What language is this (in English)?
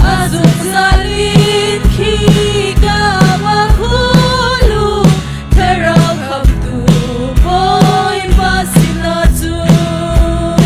Hakha Chin